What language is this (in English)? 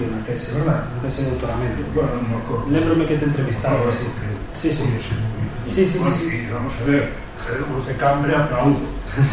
Galician